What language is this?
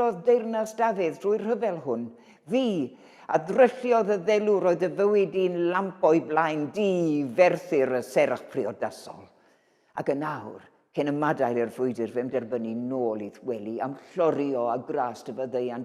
Welsh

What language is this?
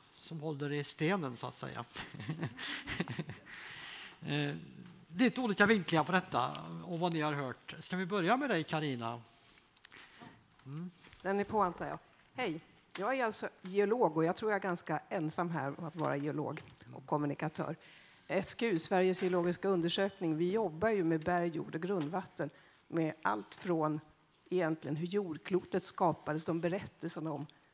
Swedish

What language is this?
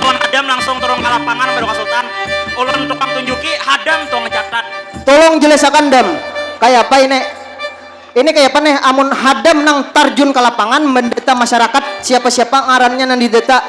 Banjar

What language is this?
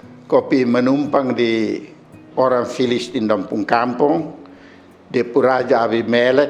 Kupang Malay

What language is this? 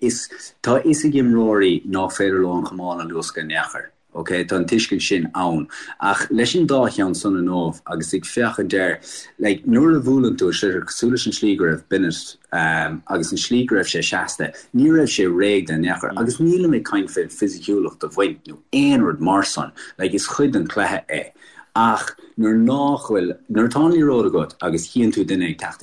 Irish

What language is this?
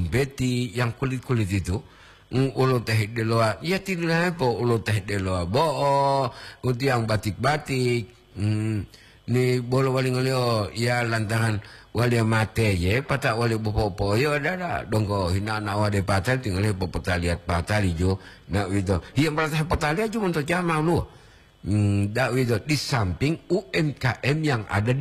Gorontalo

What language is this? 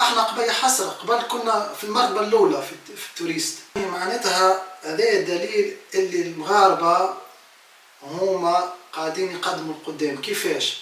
Tunisian Arabic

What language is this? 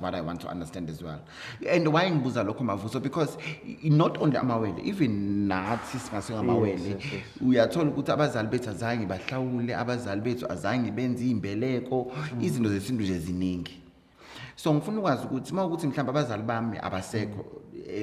Zulu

